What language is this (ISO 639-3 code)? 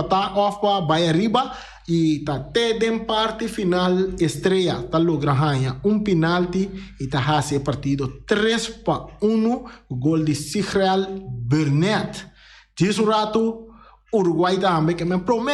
pap